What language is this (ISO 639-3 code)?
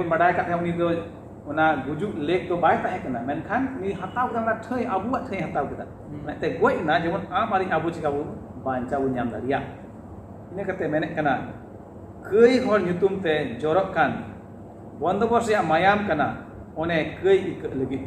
sat